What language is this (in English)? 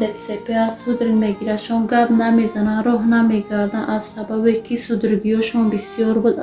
Tajik